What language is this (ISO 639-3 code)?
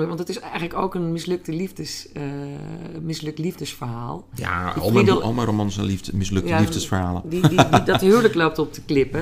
nld